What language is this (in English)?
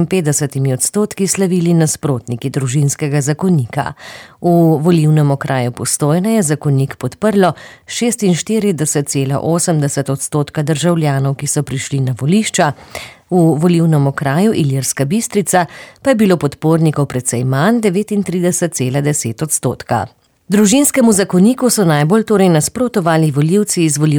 Slovenian